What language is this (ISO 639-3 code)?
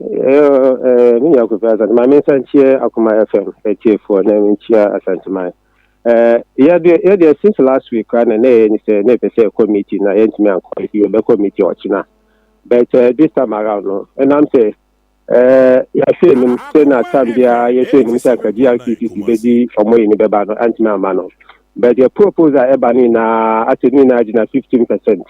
aka